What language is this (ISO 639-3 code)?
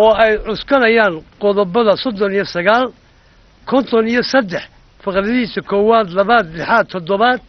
som